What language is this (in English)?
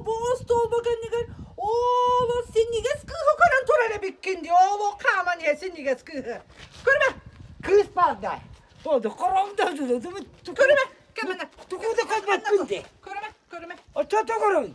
Yakut